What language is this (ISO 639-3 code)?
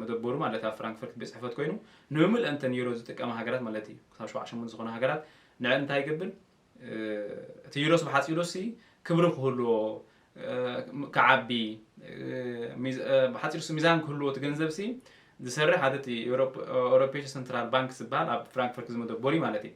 tir